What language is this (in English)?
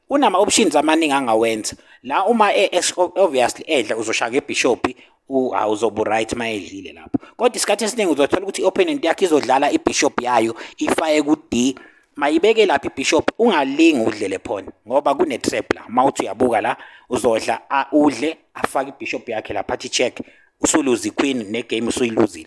Zulu